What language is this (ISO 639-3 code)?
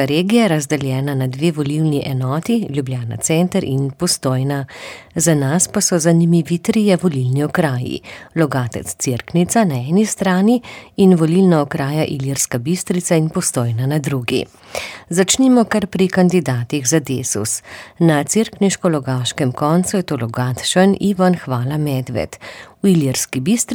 slv